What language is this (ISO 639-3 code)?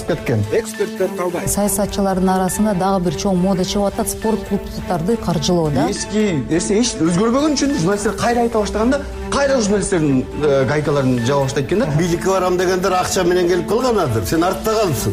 kir